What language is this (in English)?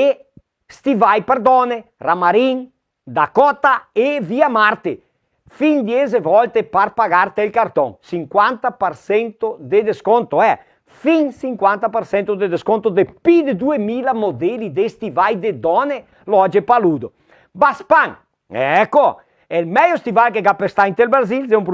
Venetian